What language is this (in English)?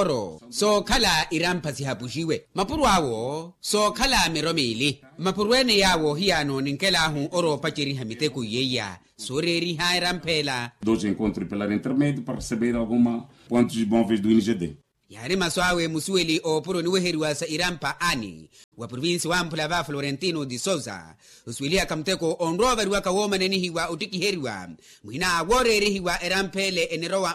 Makhuwa